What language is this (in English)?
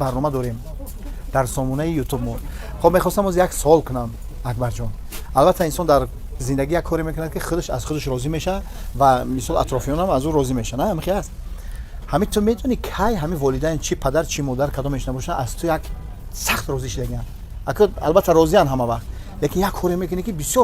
Tajik